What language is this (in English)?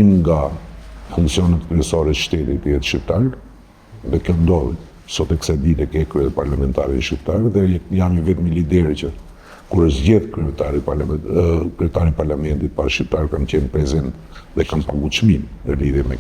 Albanian